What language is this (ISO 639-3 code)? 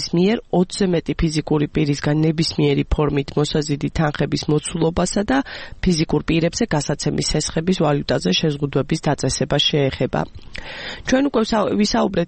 kat